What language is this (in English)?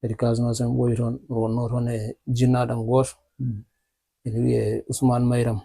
Fula